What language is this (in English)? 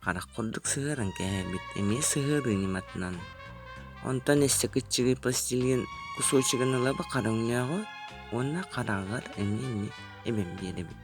Yakut